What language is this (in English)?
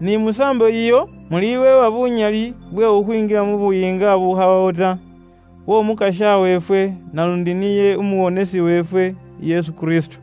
Luyia